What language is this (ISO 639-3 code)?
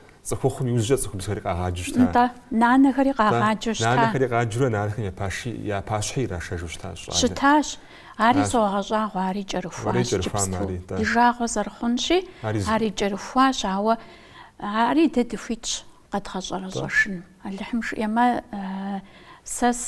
kbd